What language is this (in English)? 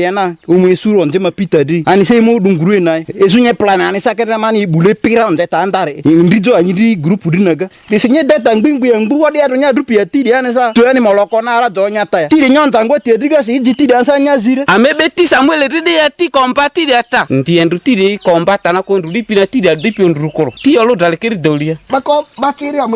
Ma'di